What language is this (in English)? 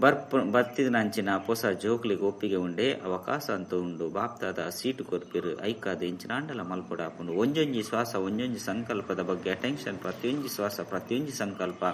Tulu